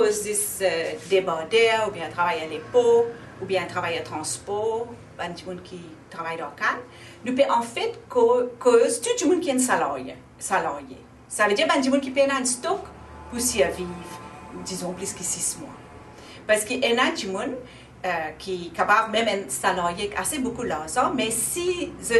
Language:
Morisyen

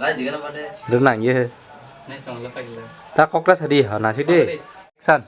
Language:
Kok Borok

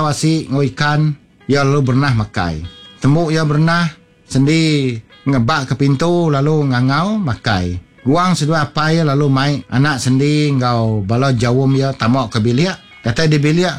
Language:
Iban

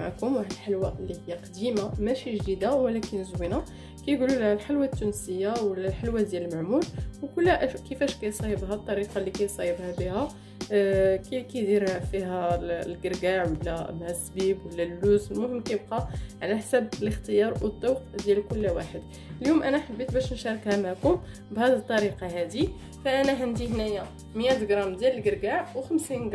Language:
Moroccan Arabic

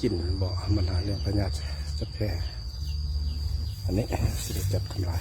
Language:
Lao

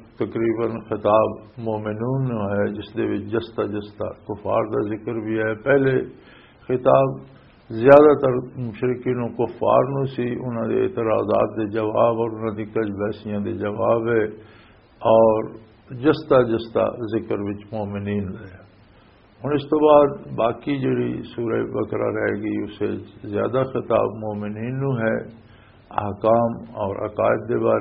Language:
Western Panjabi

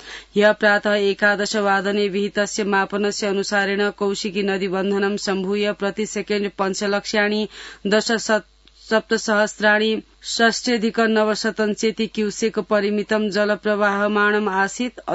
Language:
Sanskrit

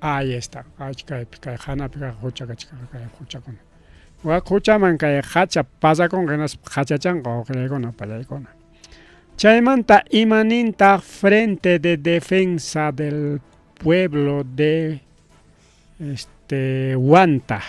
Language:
Ayacucho Quechua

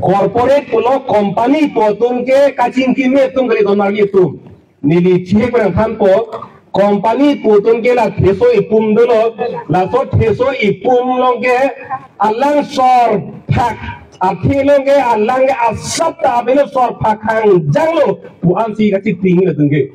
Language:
Karbi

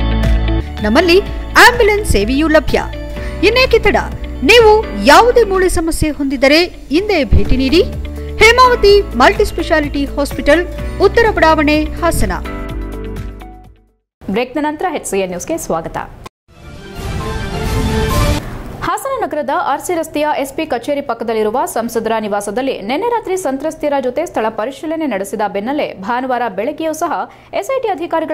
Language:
Kannada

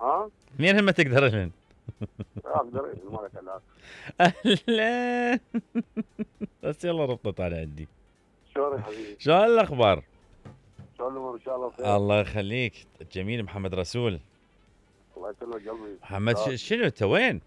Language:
Mesopotamian Arabic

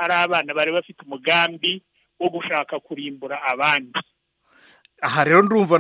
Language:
Kinyarwanda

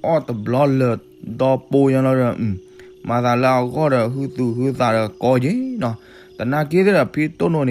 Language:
S'gaw Karen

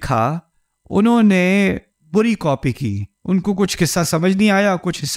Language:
Urdu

